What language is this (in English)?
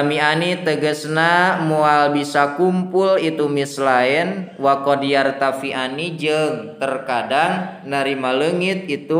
Sundanese